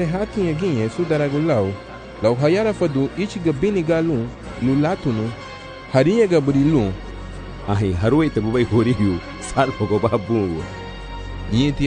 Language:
Garifuna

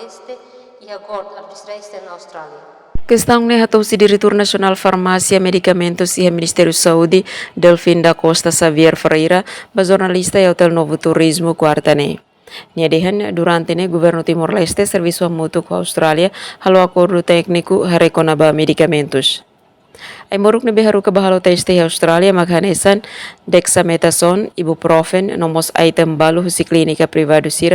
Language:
Tetum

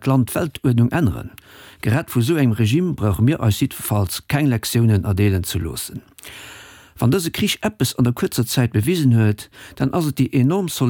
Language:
Luxembourgish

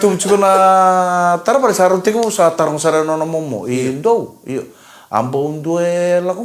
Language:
Fijian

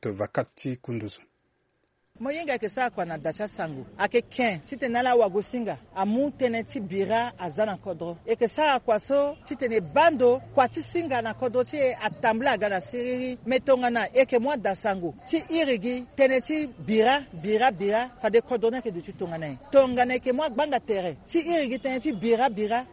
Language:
Sango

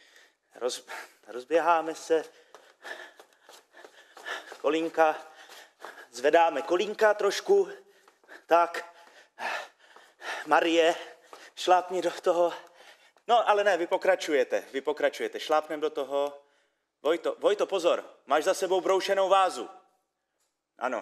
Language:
Czech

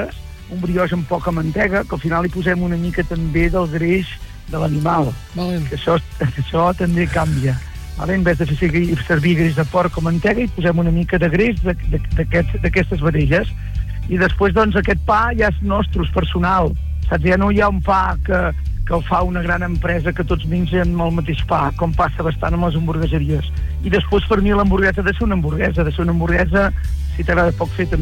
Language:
Catalan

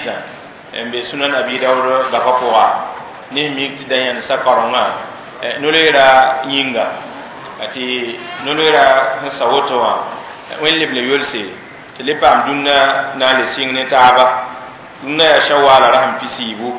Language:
Mossi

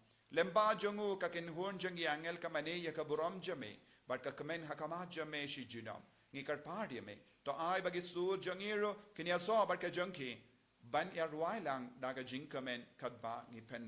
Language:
Khasi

